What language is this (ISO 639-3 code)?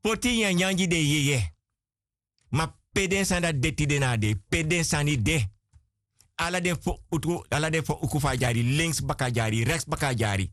srn